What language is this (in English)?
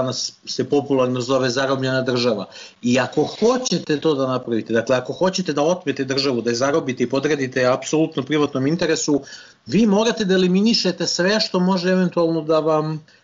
Serbian